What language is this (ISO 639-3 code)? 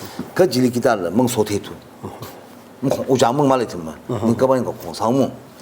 nmf